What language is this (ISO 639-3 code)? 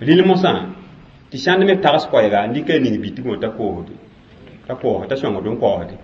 mos